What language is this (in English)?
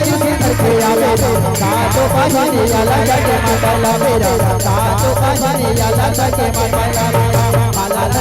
Chhattisgarhi